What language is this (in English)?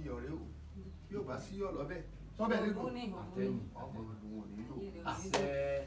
Yoruba